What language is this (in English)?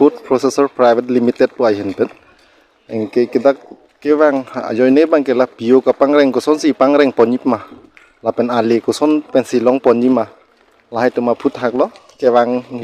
Karbi